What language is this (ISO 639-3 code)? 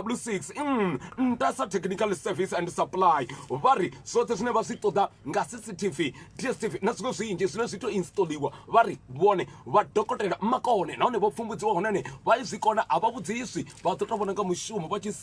ven